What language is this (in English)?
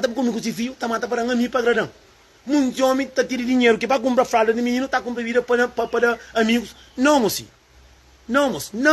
Kabuverdianu